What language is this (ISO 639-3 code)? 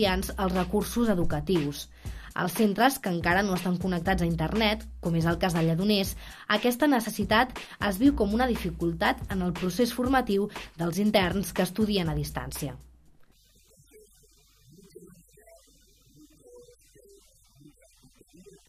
cat